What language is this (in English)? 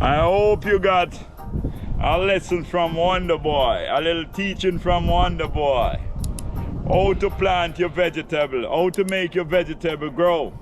Jamaican Creole English